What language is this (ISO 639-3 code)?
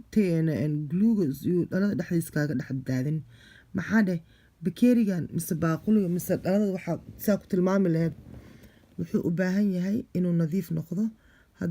som